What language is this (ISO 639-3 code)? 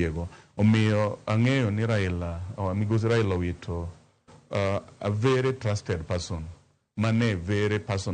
luo